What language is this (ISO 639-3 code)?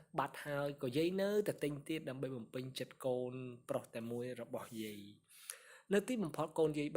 khm